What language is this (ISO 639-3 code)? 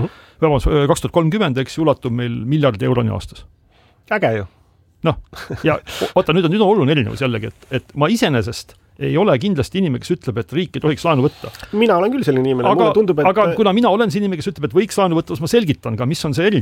est